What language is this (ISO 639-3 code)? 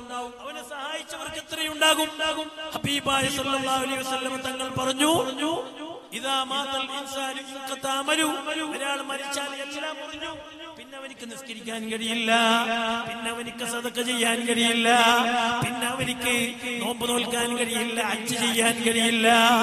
mal